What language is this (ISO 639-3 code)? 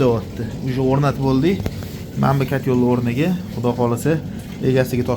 uzb